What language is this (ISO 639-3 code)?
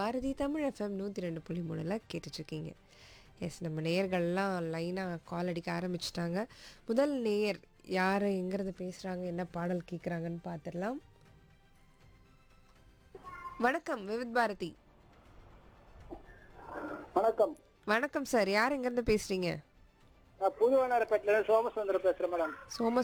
tam